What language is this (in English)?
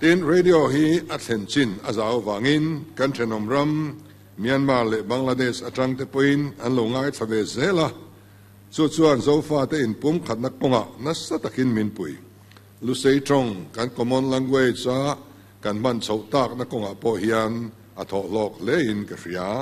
Mizo